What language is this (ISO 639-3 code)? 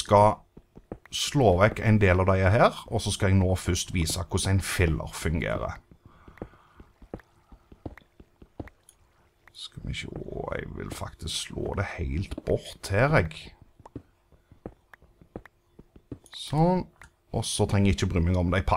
nor